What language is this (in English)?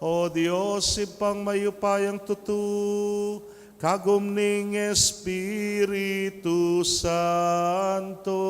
Pampanga